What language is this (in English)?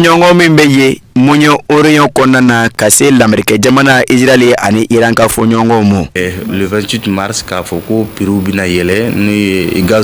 Bambara